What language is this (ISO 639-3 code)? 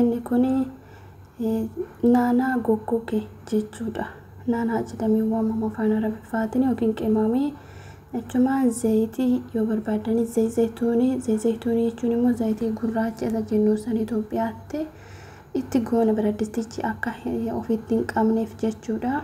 orm